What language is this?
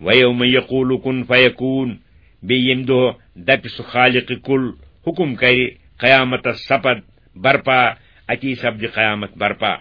Kashmiri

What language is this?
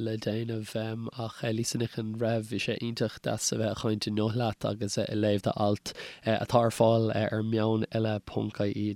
Irish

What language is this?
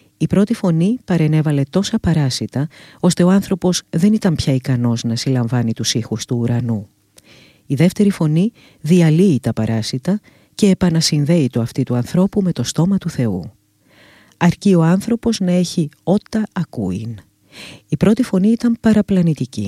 Greek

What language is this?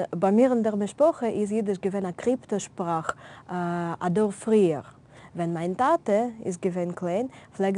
Yiddish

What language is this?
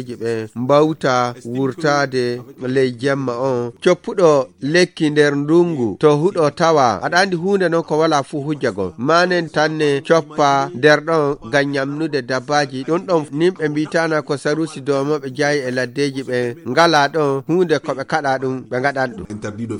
Fula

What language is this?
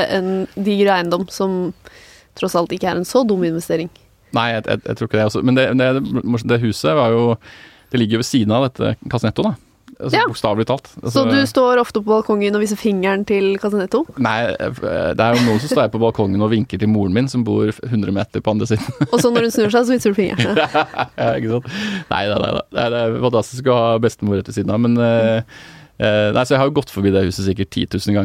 Norwegian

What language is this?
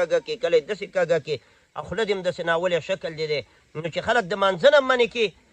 Pashto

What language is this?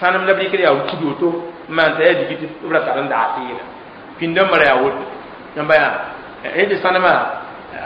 Mossi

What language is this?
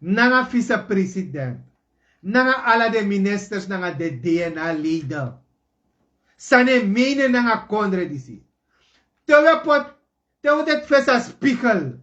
Sranan Tongo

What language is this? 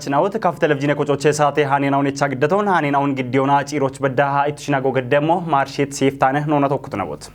Kafa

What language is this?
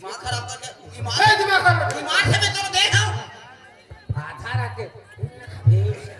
Chhattisgarhi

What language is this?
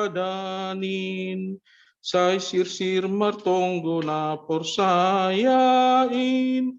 Batak Simalungun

